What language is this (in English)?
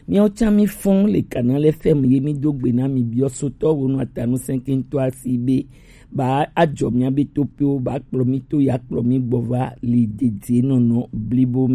Gen